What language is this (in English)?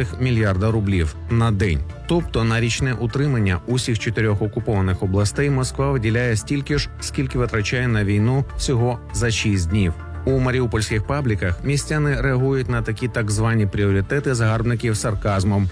Ukrainian